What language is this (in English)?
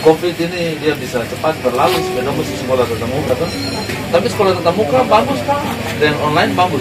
Ambonese Malay